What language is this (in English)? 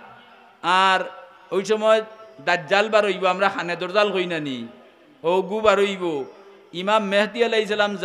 Sylheti